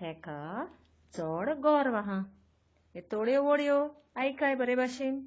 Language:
Konkani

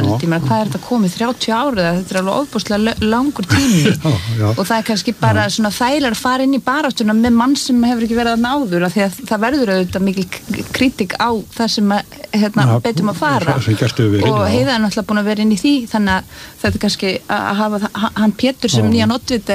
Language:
Icelandic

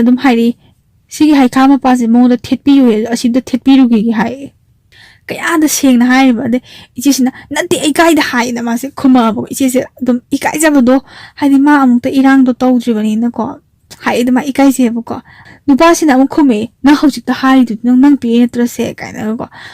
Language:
Manipuri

